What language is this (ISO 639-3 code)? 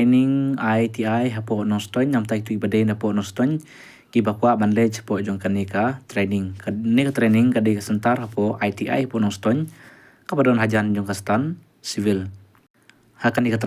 kha